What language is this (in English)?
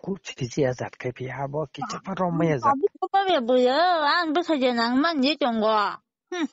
Kok Borok